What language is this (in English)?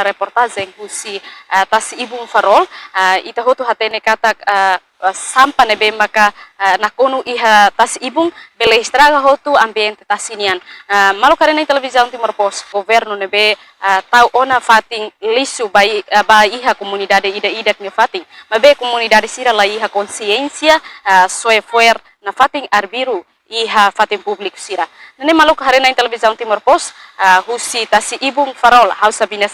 Tetum